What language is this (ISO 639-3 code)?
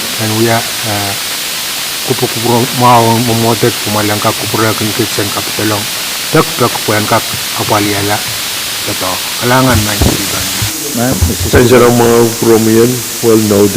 pon